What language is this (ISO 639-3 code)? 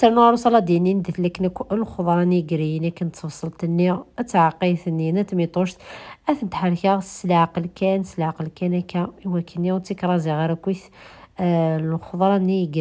kab